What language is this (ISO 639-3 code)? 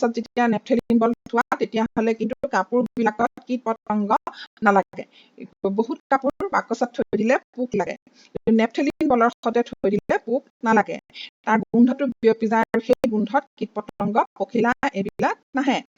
asm